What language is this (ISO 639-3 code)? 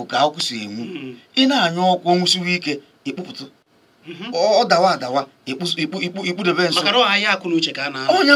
ibo